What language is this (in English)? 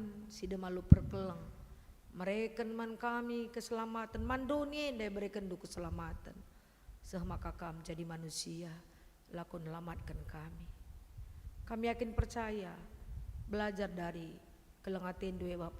Batak Karo